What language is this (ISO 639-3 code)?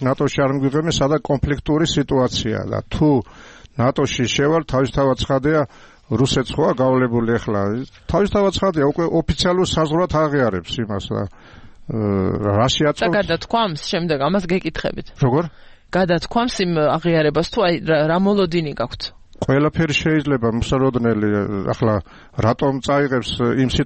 kat